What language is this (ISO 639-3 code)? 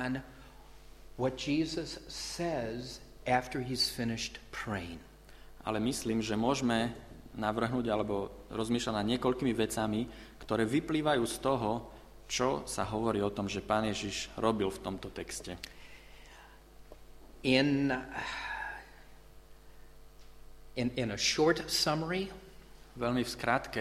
slk